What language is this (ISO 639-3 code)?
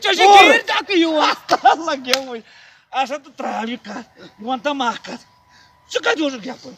kas